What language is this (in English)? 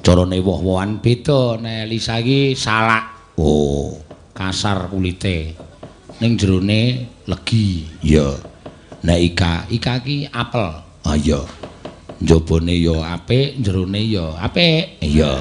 Javanese